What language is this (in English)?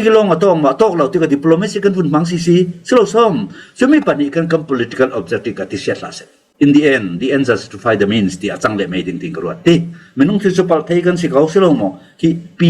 Falam Chin